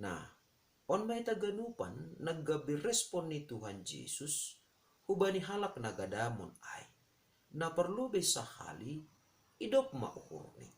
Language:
Batak Simalungun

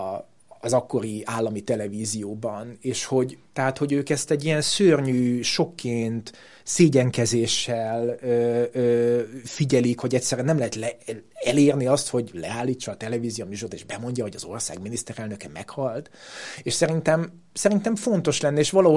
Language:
Hungarian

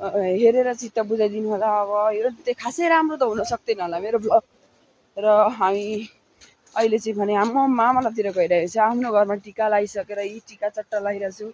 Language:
Nepali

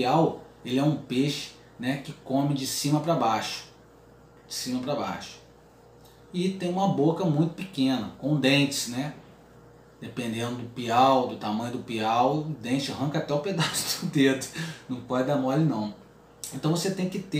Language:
Portuguese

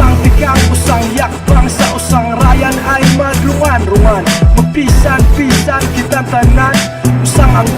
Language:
Bantoanon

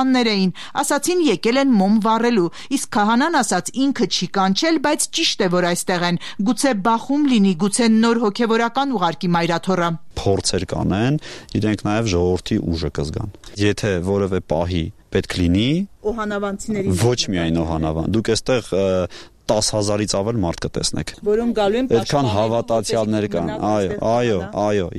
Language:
Armenian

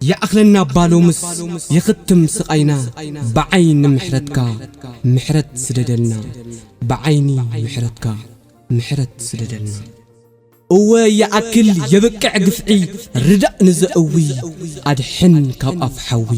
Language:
Tigrinya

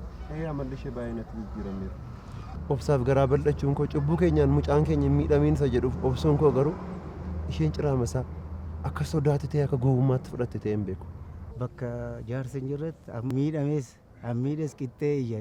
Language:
Oromo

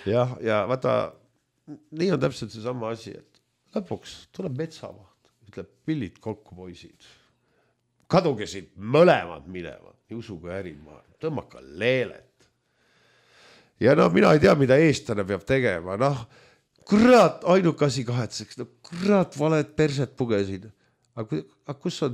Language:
Estonian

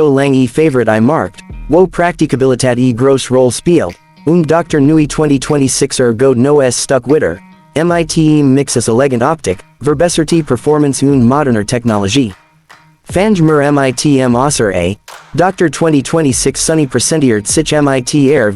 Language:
Swiss German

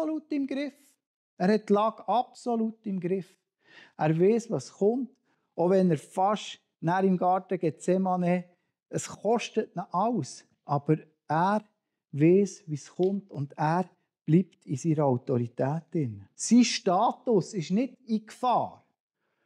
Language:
Swiss German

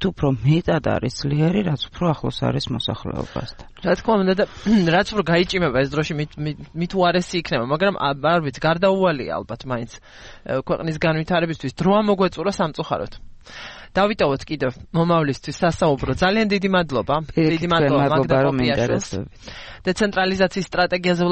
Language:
Georgian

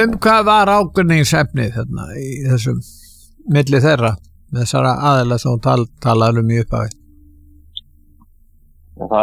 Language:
Icelandic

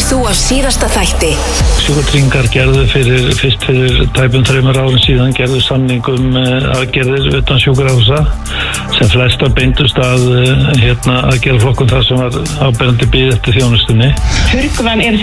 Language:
Icelandic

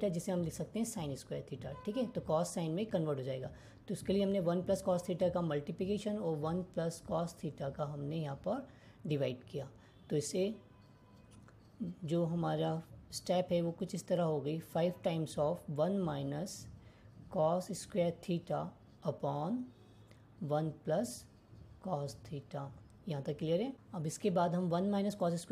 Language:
Hindi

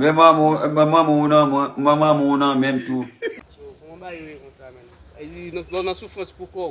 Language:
Haitian Creole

